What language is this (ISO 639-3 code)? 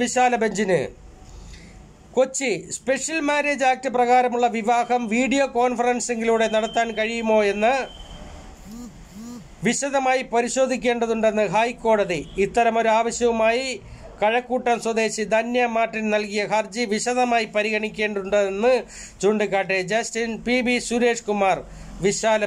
mal